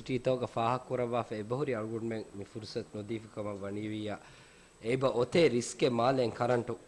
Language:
Divehi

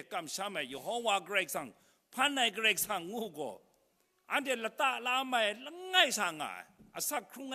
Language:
Kachin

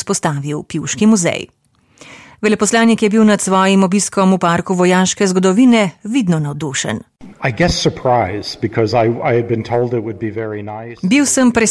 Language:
Slovenian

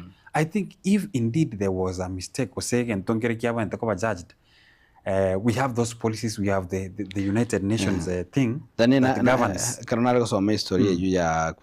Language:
Gusii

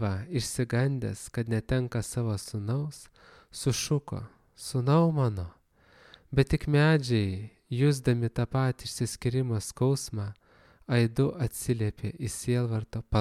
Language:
Lithuanian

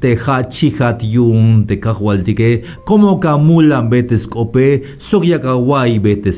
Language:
Tzeltal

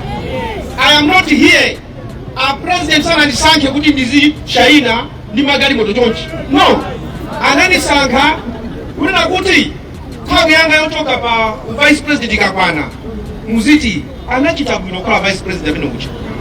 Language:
Nyanja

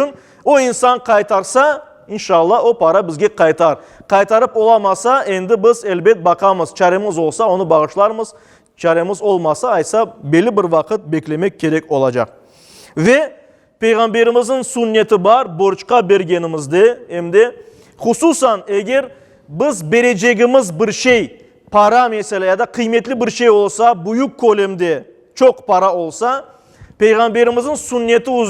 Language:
Crimean Tatar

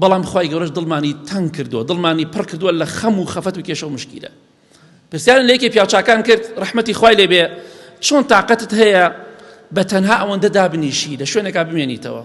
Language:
Central Kurdish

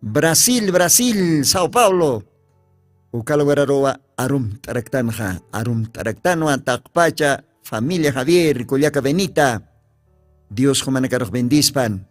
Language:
Aymara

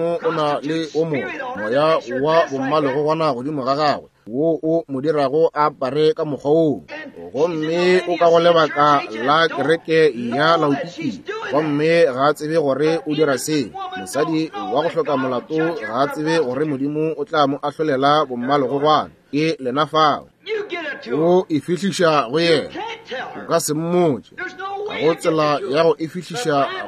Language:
Northern Sotho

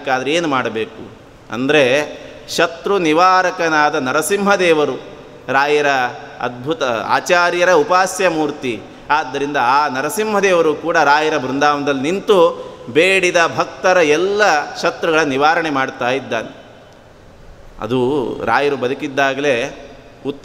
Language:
Kannada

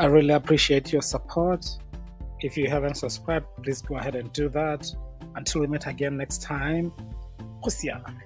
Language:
Tswana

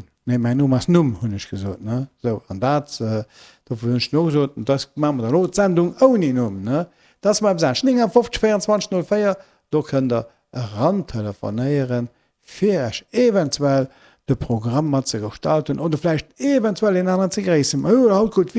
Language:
Luxembourgish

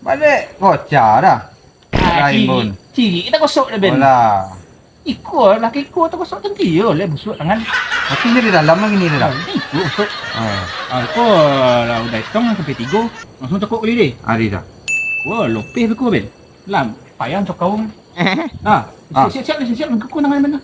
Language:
Minangkabau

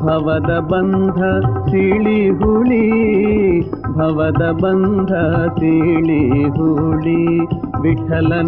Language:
Kannada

